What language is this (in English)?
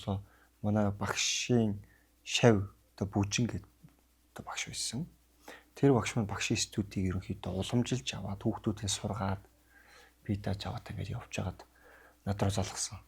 Mongolian